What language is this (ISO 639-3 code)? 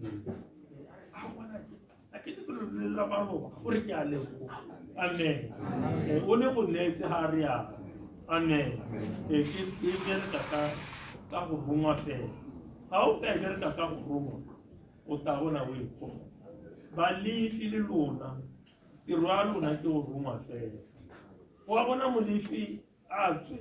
tsn